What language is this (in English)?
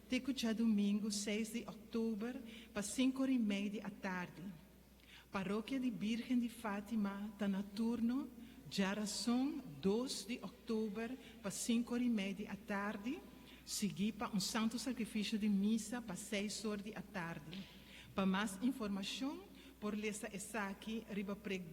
Papiamento